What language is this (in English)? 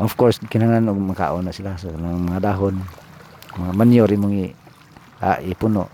Cebuano